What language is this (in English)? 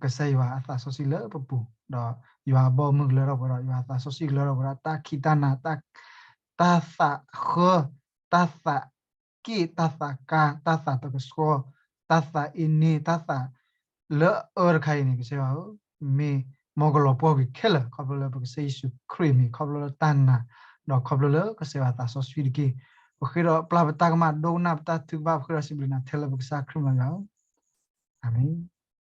S'gaw Karen